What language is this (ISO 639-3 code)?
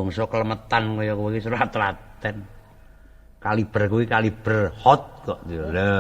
jav